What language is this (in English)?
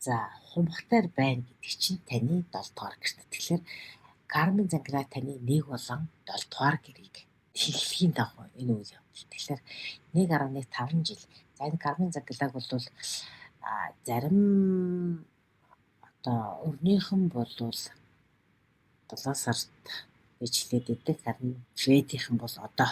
Mongolian